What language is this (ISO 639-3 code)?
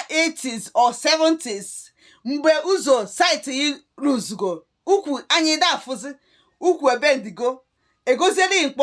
ibo